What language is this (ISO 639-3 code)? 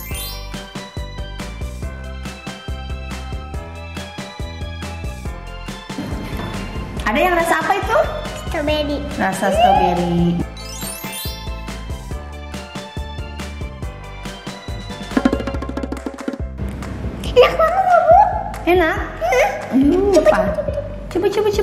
ind